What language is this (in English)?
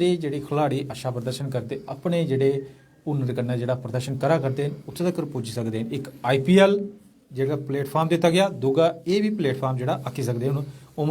Dogri